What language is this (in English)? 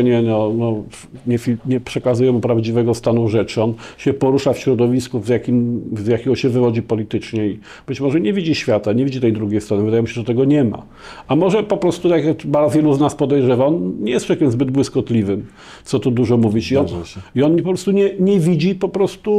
Polish